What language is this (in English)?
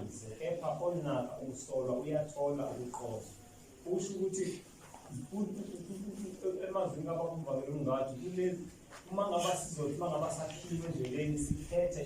Zulu